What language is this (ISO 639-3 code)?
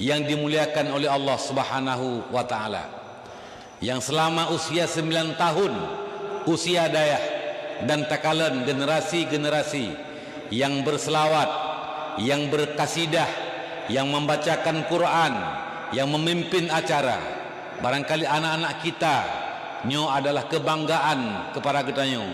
ace